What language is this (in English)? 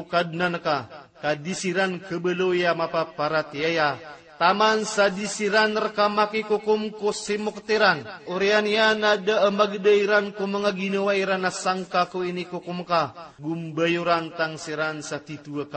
Maranao